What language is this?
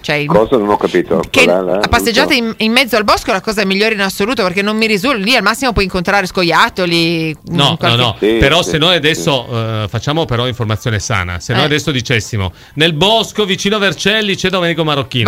Italian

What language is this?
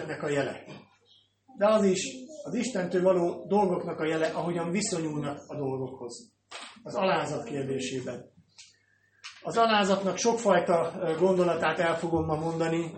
Hungarian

